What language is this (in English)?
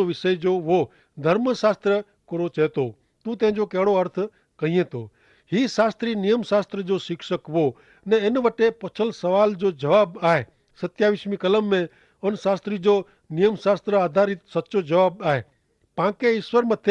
Kachhi